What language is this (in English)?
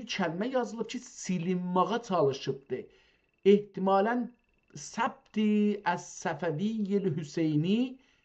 South Azerbaijani